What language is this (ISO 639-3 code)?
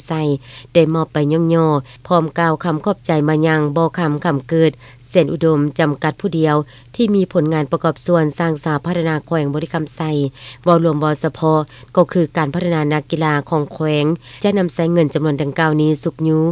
lao